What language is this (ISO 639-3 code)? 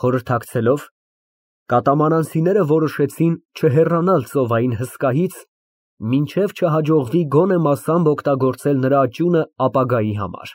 hye